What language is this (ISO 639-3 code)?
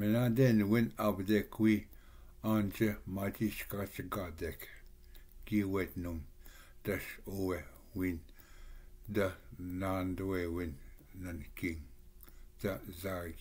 oji